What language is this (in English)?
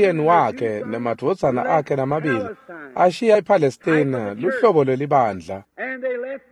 Swati